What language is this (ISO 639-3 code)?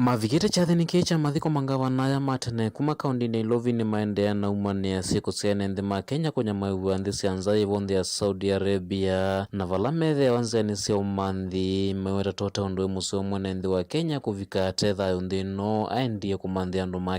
kam